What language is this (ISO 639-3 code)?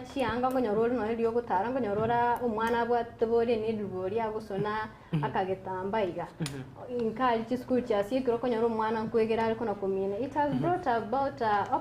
guz